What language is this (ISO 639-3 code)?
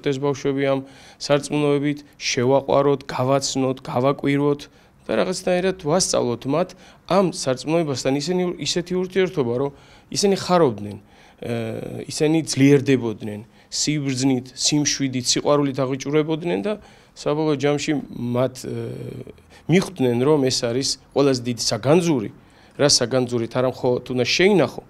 kat